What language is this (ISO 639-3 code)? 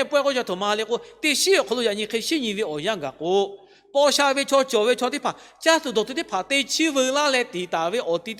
lhu